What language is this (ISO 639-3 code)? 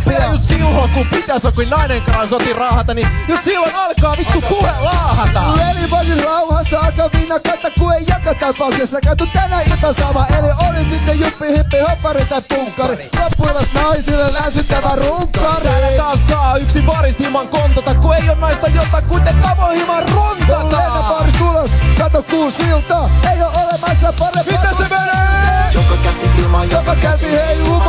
fin